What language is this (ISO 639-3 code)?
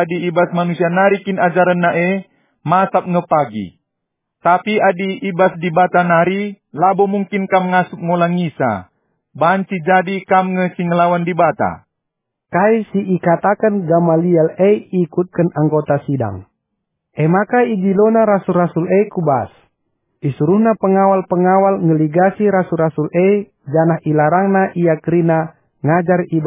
btx